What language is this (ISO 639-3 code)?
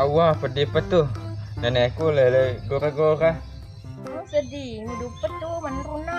bug